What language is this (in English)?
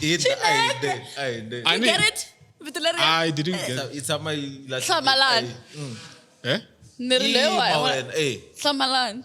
Tsonga